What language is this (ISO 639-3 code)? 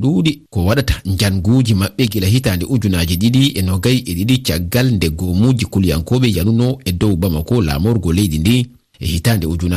ful